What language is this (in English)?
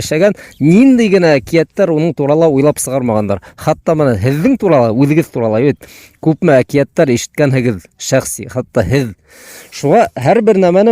Bashkir